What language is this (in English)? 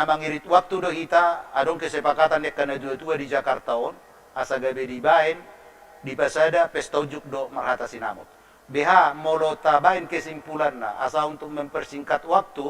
Batak Toba